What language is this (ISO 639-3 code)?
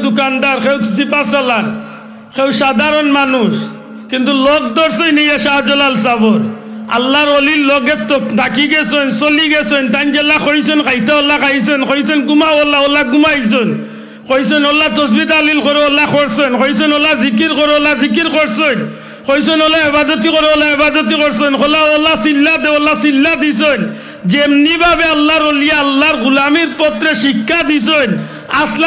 syl